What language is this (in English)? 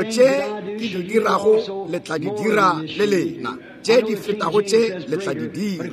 Northern Sotho